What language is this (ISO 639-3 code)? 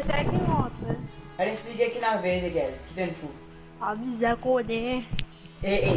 mfe